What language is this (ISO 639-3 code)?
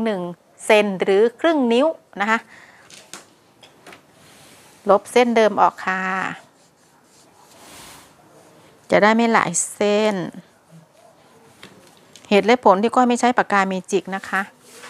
tha